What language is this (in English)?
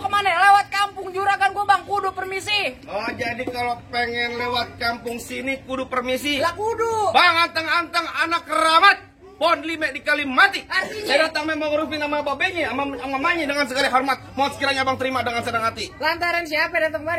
Betawi